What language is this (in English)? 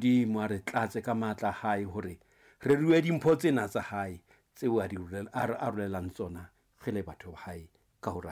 Southern Sotho